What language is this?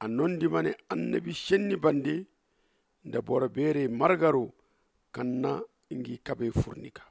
Zarma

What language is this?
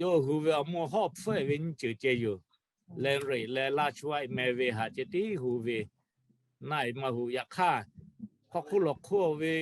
Lahu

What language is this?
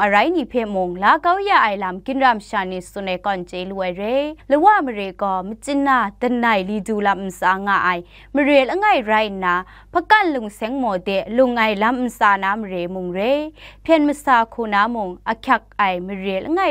Kachin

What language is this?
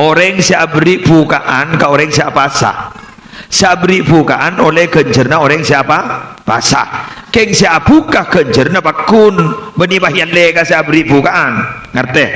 Madurese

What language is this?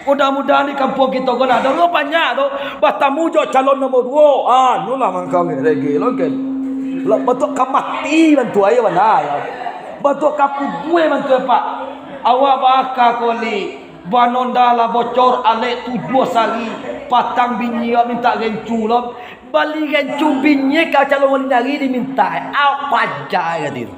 Minangkabau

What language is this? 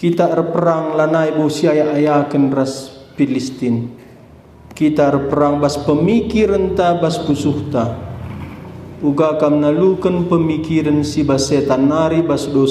Batak Karo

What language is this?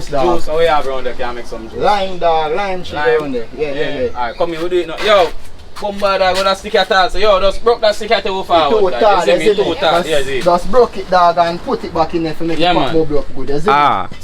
Jamaican Creole English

